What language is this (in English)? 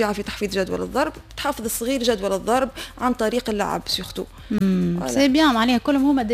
Tunisian Arabic